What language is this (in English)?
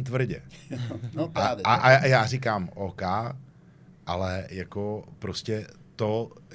Czech